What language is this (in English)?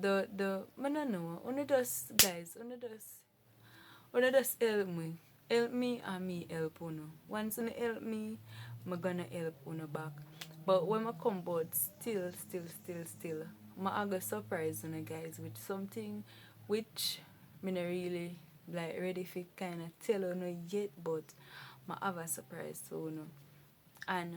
Jamaican Creole English